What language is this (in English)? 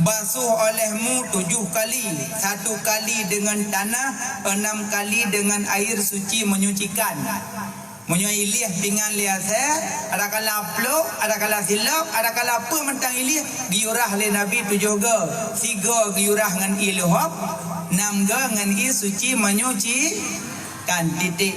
Achinese